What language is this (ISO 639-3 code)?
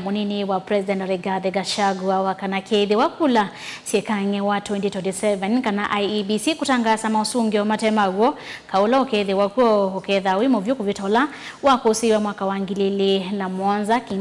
kam